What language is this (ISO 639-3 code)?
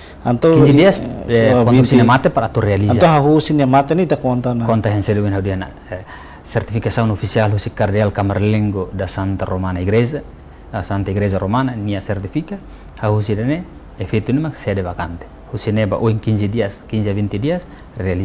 tet